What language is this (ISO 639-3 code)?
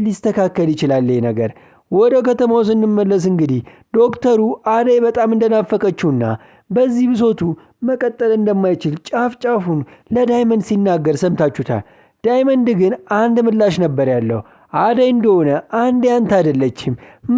amh